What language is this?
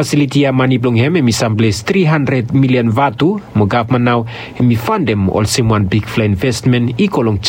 Bislama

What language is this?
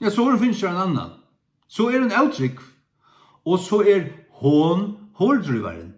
Faroese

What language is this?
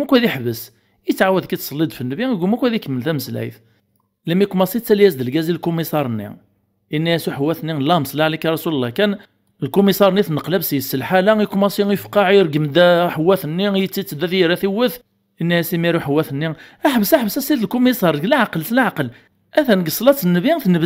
Kabyle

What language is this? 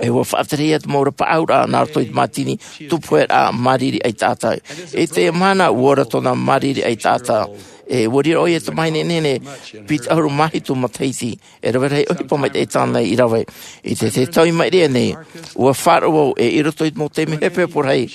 Tahitian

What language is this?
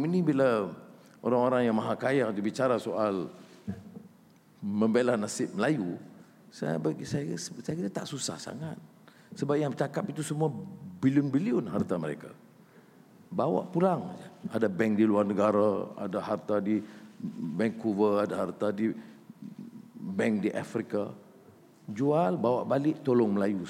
Malay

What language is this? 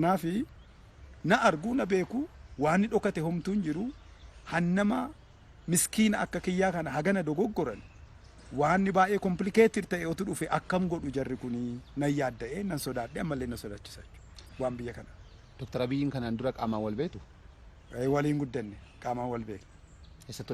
Oromo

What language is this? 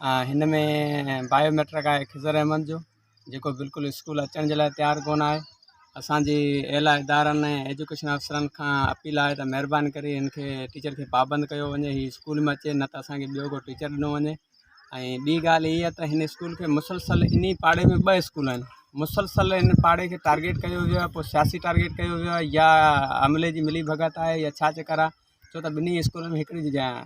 Sindhi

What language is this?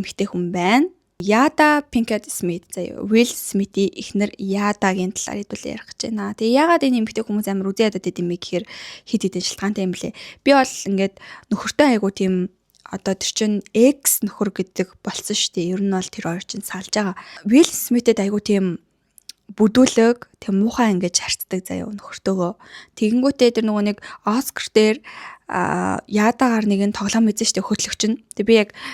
Mongolian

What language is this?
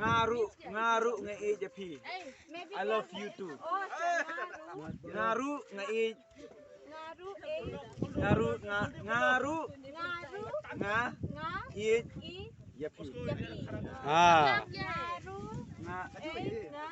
Khasi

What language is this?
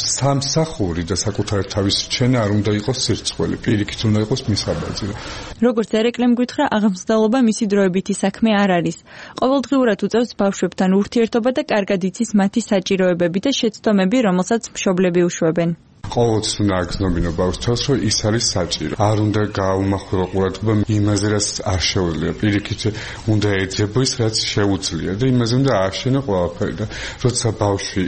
Georgian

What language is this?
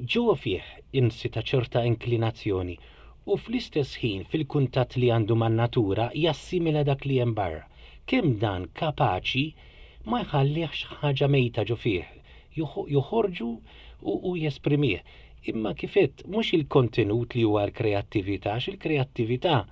Maltese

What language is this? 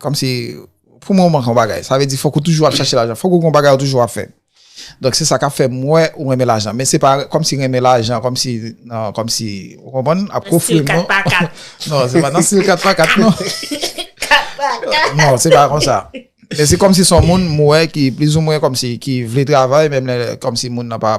Haitian Creole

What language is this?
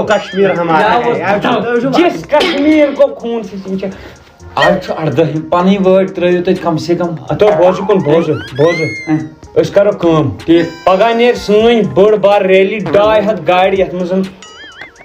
Kashmiri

